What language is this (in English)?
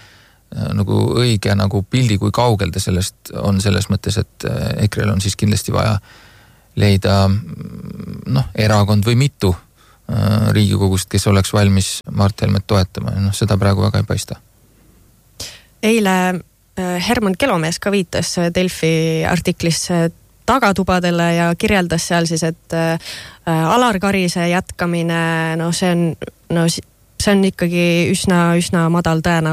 Estonian